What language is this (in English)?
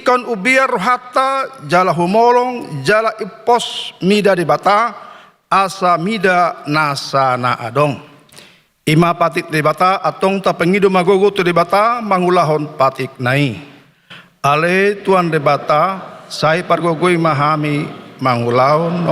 Batak Toba